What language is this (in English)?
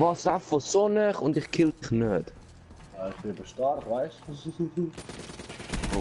Swiss German